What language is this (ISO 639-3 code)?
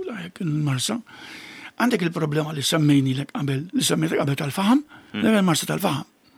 mlt